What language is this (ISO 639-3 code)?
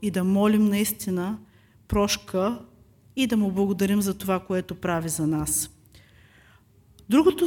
bul